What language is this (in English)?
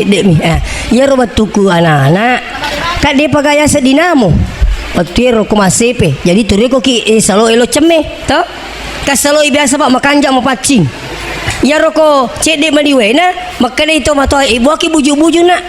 Buginese